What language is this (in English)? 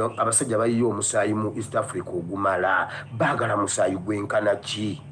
Ganda